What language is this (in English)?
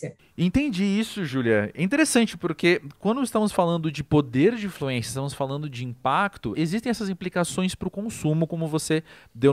Portuguese